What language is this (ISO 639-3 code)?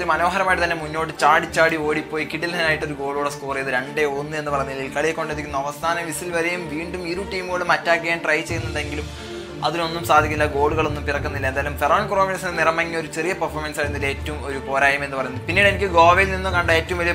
mal